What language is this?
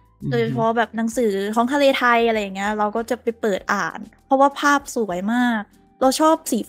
Thai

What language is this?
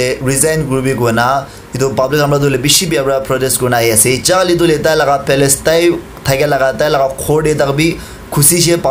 Naga Pidgin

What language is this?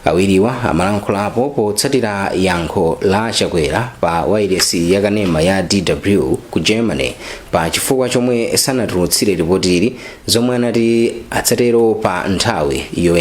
Nyanja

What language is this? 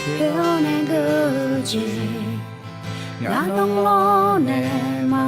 Akha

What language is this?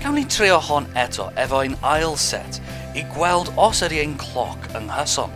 Welsh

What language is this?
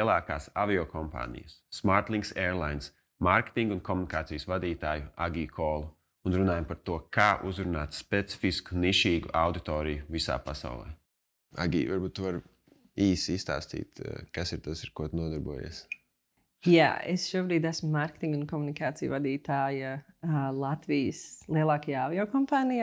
Latvian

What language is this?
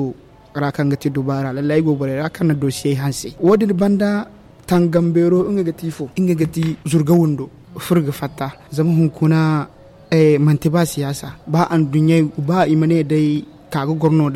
Zarma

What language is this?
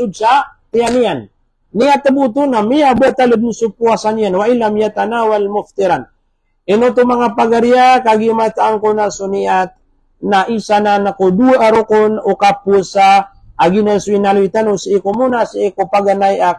Maranao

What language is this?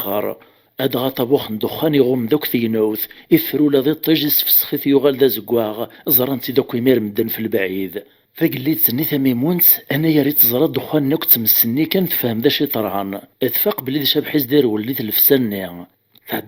Kabyle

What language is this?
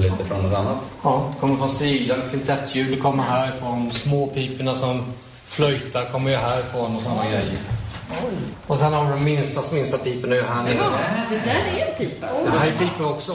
Swedish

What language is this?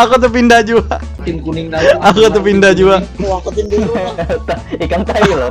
Banjar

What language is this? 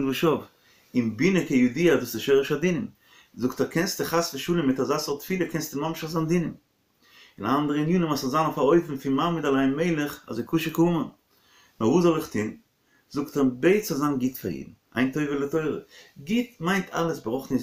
Yiddish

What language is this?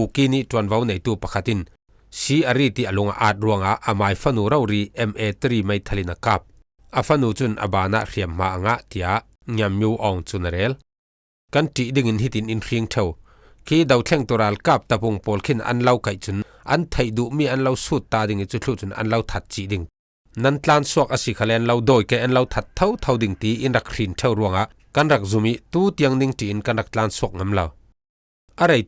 Falam Chin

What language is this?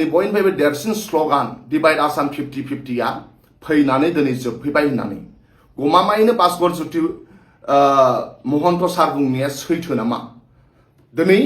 Bodo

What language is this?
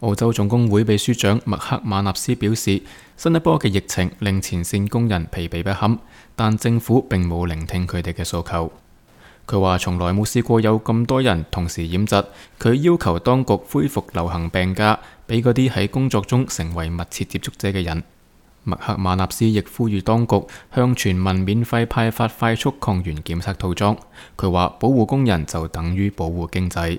Cantonese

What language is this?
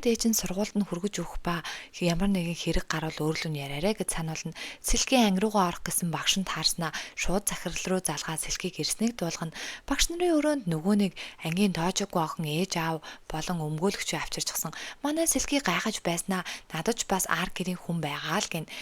Mongolian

